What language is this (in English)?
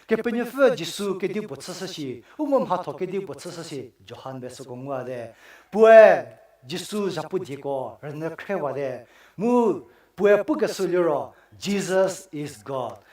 Angami Naga